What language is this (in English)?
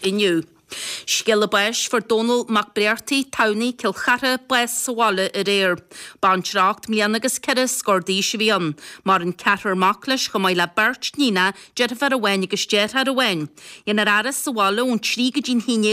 Irish